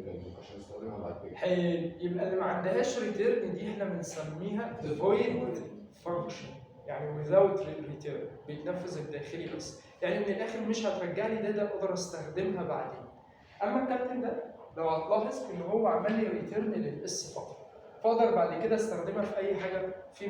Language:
Egyptian Arabic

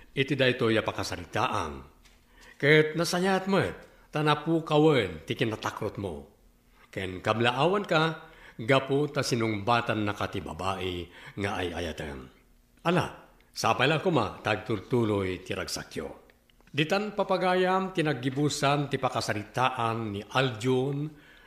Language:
Iloko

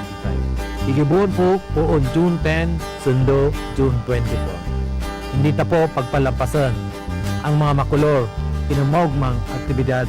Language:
Bikol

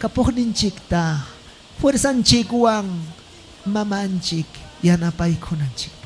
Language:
Ayacucho Quechua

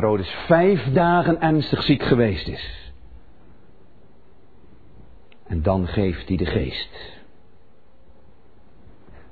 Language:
Dutch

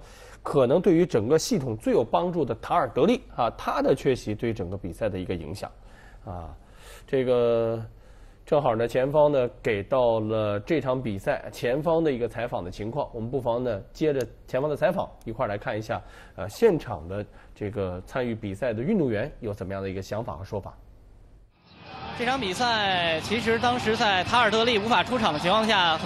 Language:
Chinese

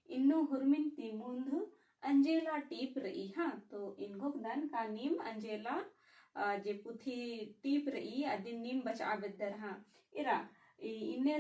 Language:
Kurukh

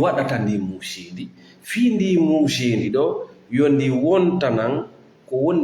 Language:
Fula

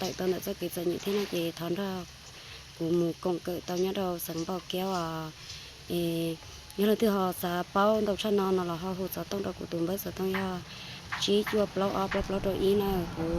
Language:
Hmong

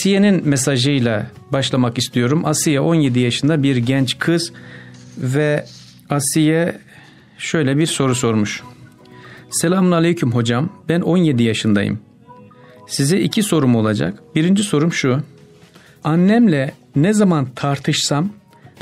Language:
Turkish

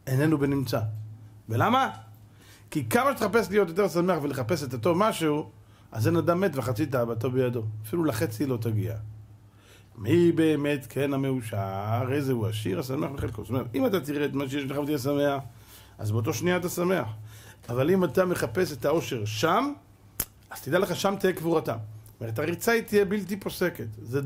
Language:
Hebrew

